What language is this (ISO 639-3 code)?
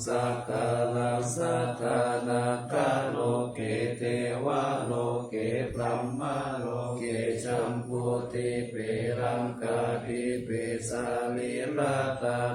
pli